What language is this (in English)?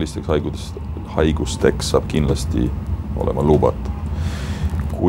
Estonian